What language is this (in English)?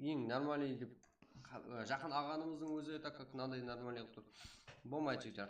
Kara-Kalpak